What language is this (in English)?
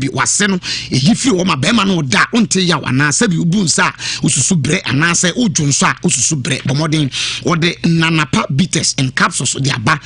Akan